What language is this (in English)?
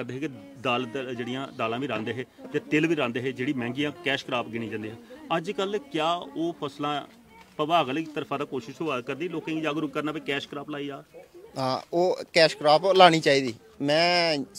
Dogri